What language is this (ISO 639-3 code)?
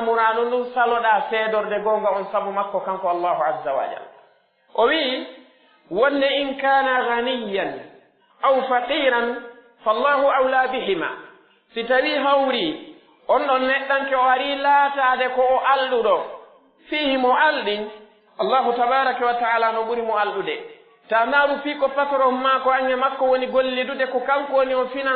fuf